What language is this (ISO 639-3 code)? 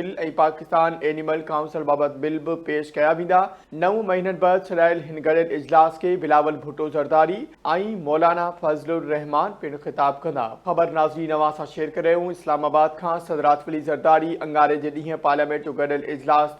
snd